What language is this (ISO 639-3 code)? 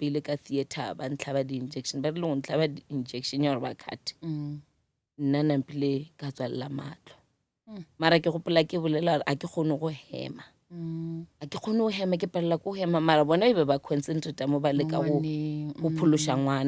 nso